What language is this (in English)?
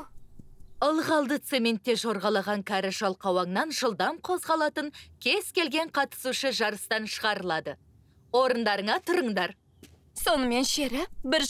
Kazakh